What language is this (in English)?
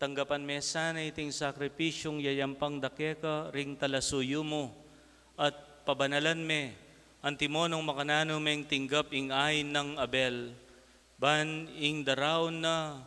Pampanga